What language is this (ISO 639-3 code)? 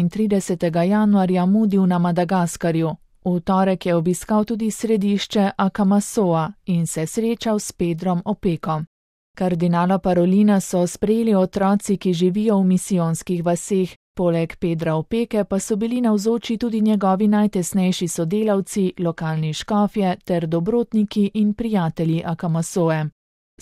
slv